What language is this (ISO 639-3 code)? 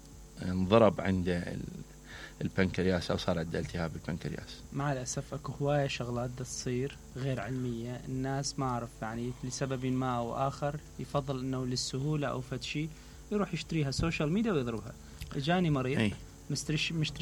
acm